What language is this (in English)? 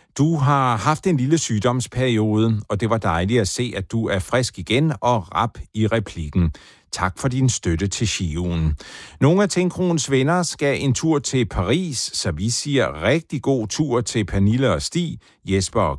Danish